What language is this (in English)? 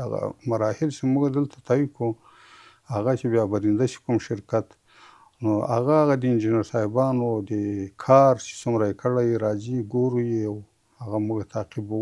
Pashto